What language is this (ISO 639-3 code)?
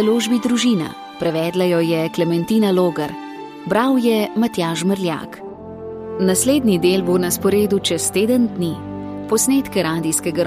slv